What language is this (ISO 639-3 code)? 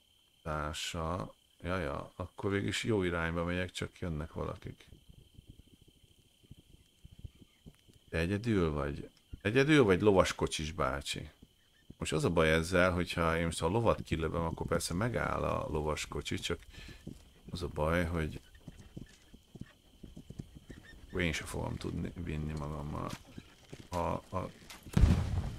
hun